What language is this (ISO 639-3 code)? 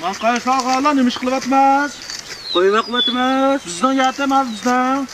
uig